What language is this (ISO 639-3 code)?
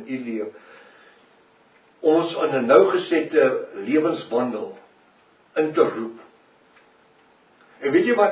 afr